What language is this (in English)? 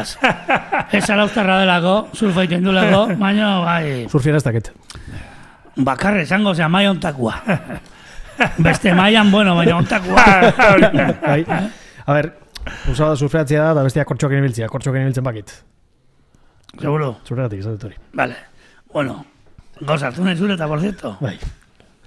Basque